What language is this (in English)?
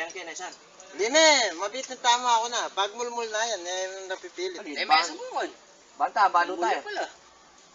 Pampanga